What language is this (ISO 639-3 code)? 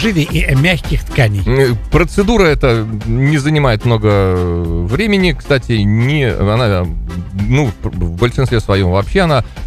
rus